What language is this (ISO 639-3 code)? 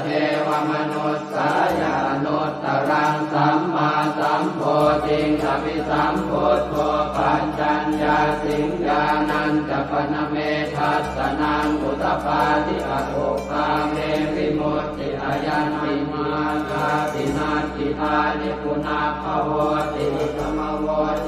pli